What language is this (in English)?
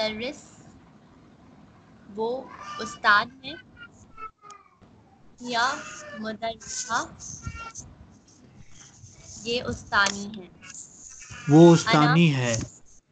Urdu